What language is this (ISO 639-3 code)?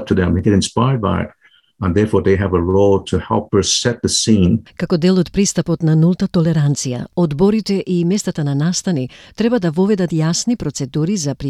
mkd